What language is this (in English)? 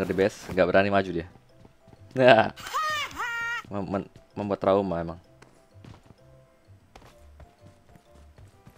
Indonesian